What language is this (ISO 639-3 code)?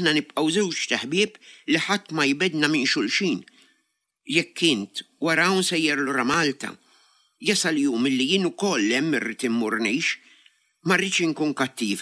mlt